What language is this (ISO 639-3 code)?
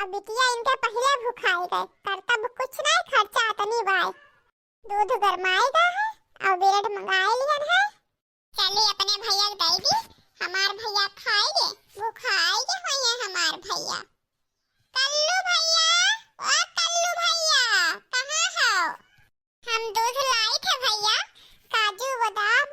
awa